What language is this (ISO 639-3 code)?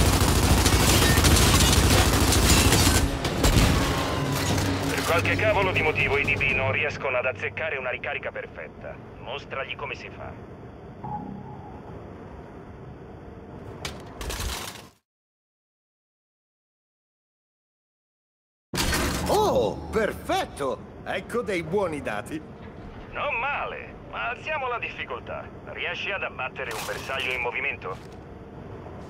ita